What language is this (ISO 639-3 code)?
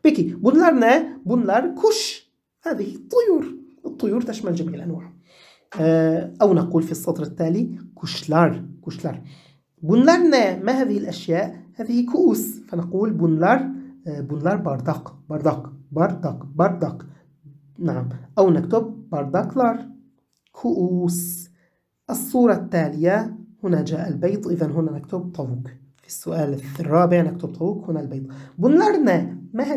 ara